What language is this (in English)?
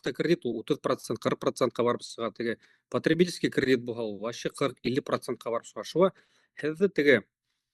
Bashkir